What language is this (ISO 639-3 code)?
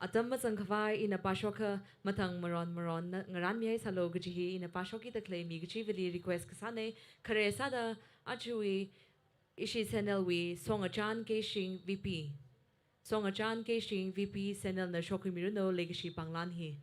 nmf